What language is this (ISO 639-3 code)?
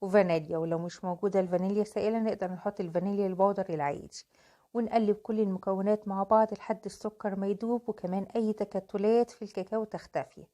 arz